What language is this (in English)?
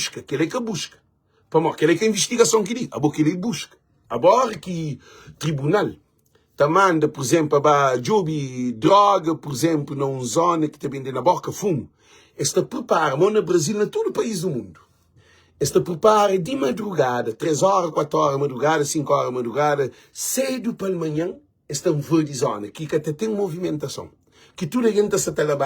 Kabuverdianu